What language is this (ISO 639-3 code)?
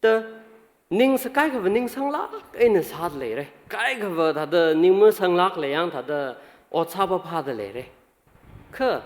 nmf